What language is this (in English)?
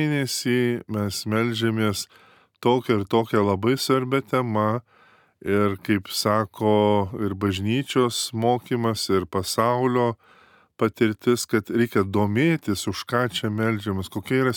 Lithuanian